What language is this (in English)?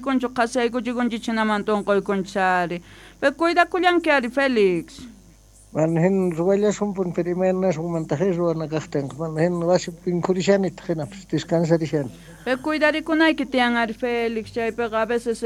South Bolivian Quechua